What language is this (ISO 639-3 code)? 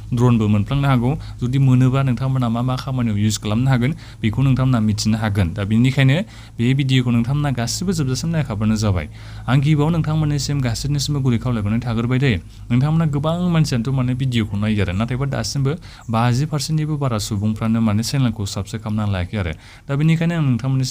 brx